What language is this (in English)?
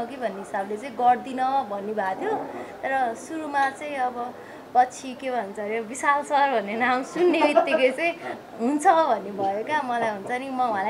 Nepali